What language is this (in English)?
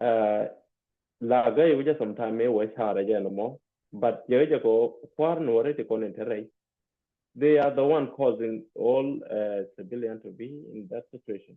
Nuer